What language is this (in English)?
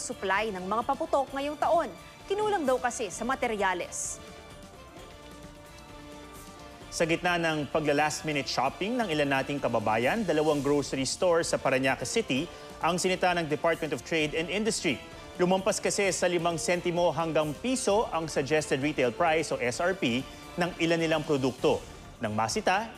Filipino